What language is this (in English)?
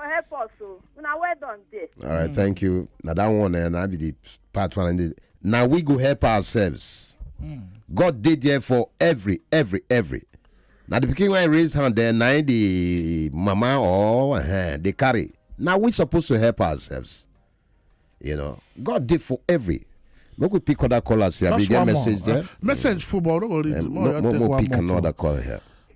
Nigerian Pidgin